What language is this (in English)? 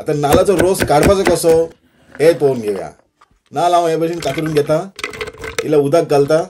Konkani